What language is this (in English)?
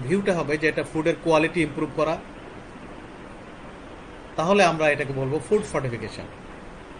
Bangla